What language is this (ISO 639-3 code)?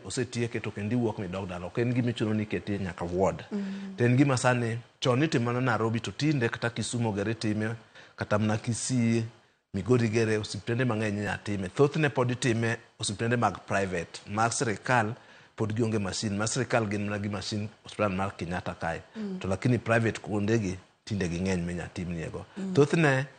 luo